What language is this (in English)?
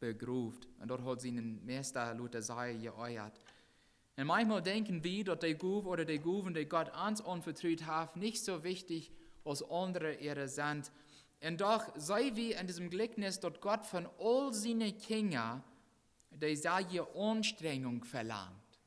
Plautdietsch